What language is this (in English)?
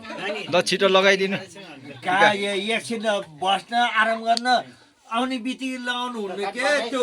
Nepali